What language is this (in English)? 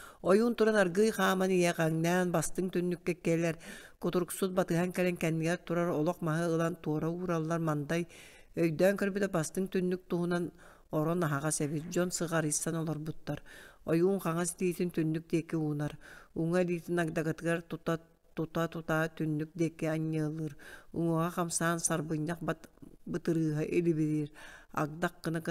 Yakut